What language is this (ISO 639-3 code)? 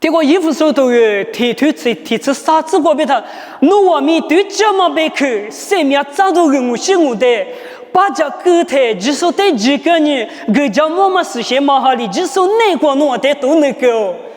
lis